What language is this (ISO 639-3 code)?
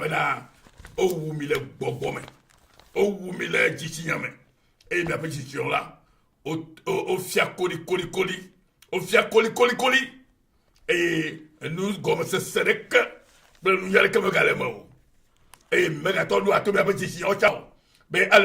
ewe